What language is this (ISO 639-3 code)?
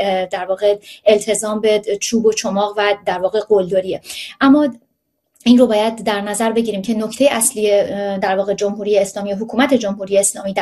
fas